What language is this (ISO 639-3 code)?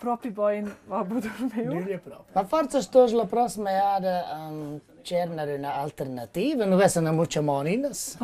roh